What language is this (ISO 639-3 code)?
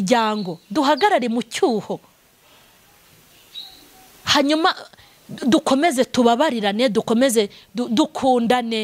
kin